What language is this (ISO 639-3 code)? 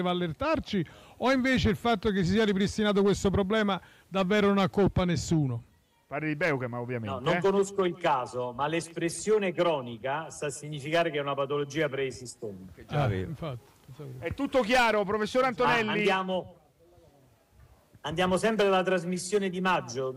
ita